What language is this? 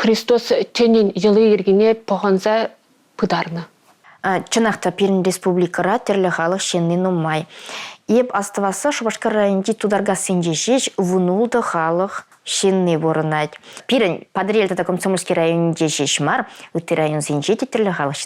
Chuvash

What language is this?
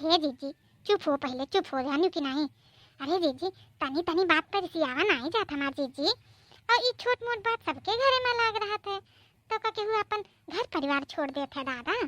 Awadhi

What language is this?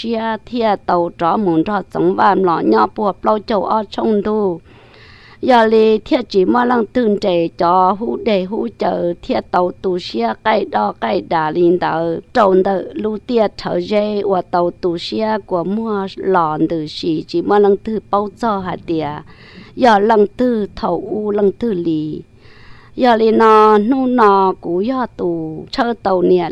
Hmong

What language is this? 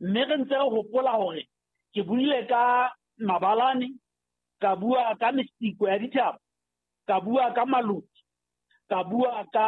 Southern Sotho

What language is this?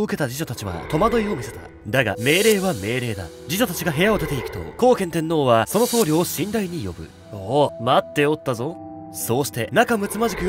Japanese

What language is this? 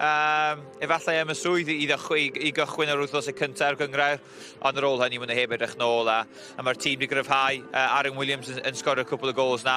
Welsh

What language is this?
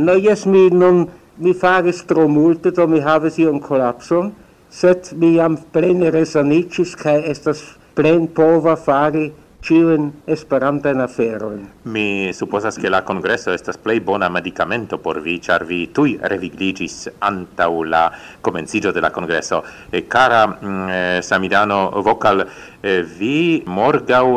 Esperanto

